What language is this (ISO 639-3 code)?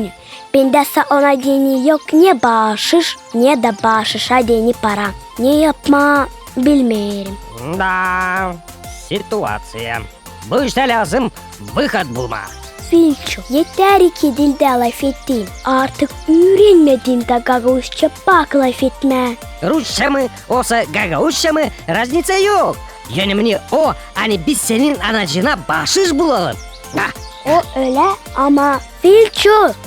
gag